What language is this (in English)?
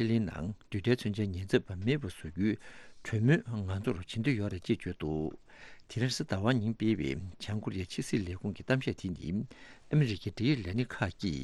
Tibetan